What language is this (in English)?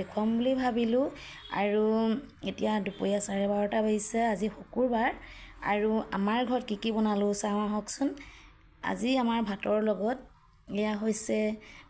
Assamese